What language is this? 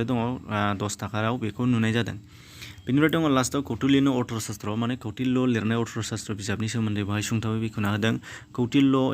Bodo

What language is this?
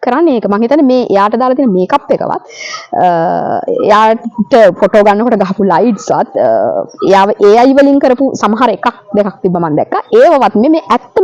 Sinhala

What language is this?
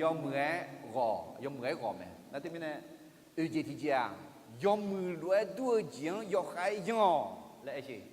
Akha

